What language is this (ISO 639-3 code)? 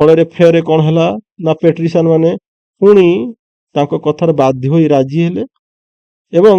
ori